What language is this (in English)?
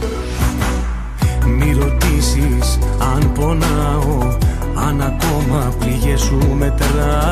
Greek